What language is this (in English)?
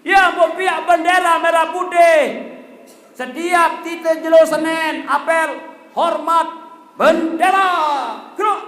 Sasak